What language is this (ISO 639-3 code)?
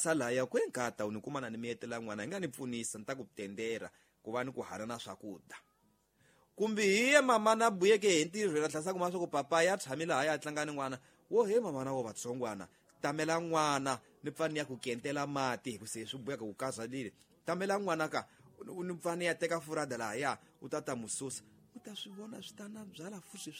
tso